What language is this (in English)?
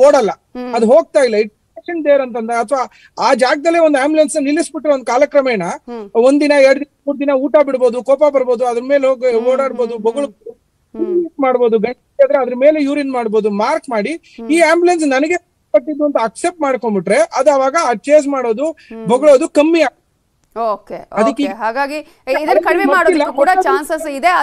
Kannada